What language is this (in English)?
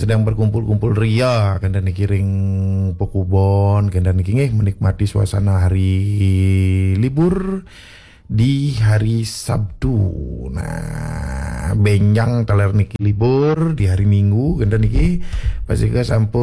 Balinese